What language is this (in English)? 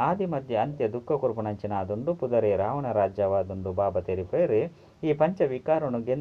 Tulu